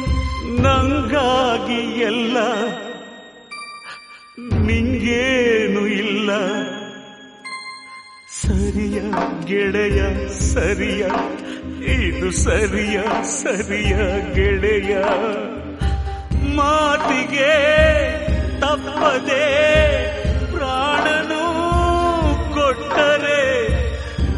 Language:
Kannada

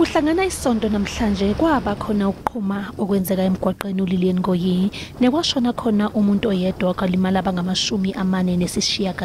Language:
Zulu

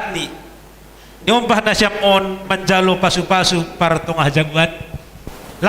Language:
Batak Simalungun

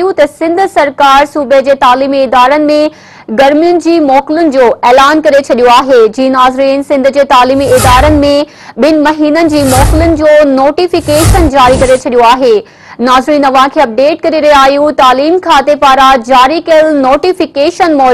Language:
Sindhi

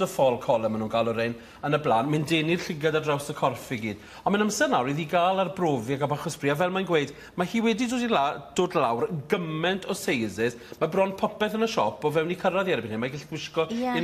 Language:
Welsh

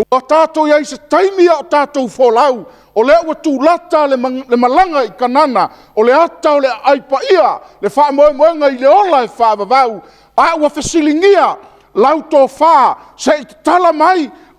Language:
Samoan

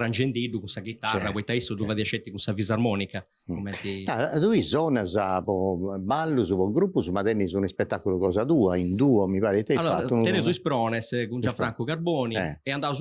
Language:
Sardinian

